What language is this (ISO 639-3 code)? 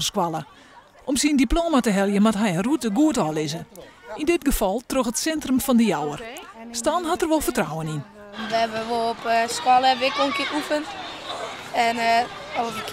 fry